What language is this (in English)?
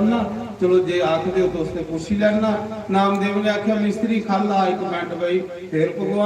Dogri